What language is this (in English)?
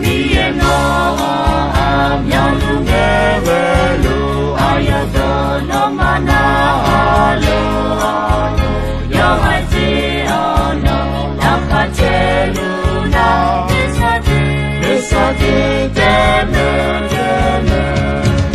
Akha